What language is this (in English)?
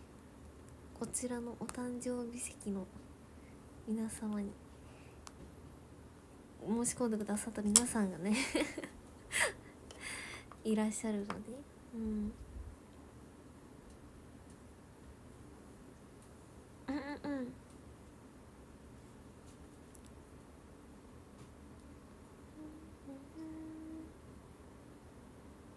Japanese